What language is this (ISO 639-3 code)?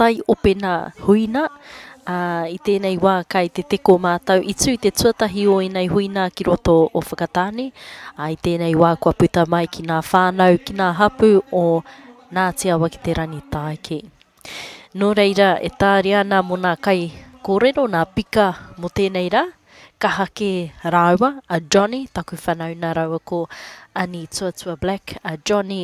mri